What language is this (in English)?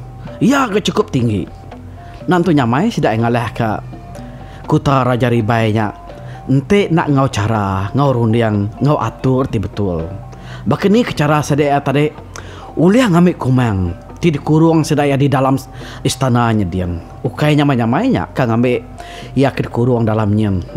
Iban